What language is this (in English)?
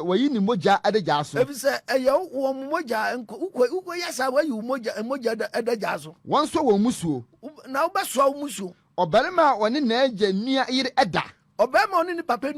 Akan